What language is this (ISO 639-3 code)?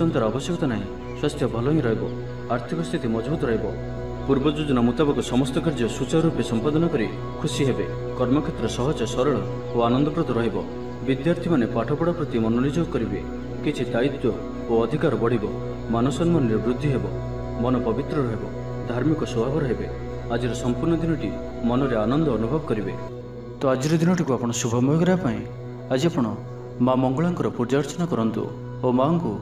ori